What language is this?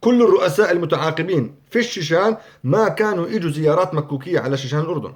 North Levantine Arabic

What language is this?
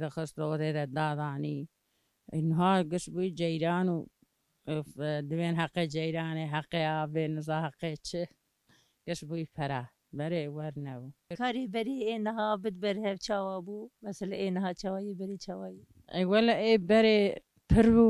Kurdish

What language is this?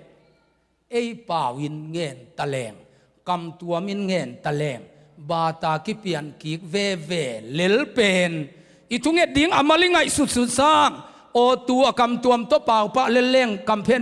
Tedim Chin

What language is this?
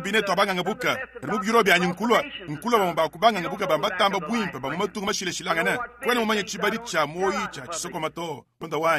Luba-Lulua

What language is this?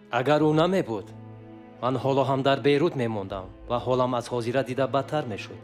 Tajik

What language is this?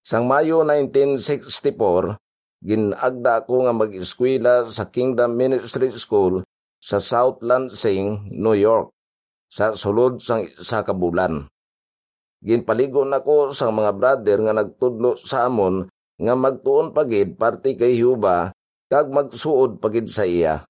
Hiligaynon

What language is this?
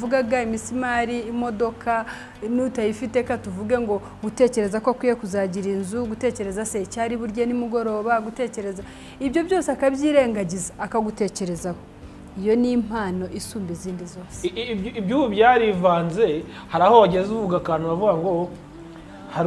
Kinyarwanda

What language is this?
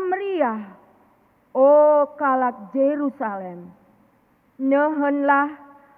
Batak Karo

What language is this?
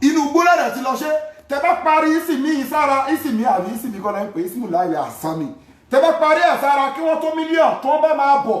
Yoruba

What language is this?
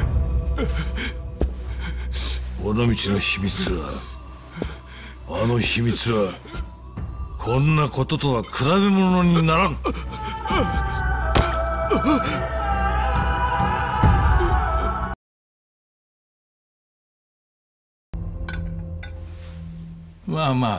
Japanese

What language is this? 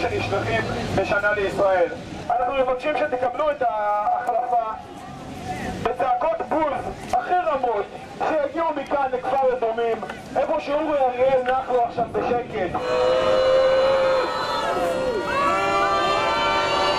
Hebrew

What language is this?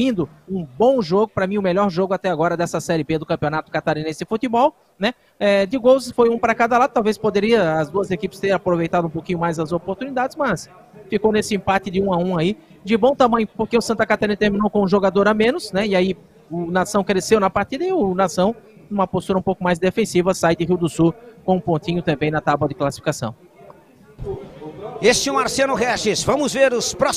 Portuguese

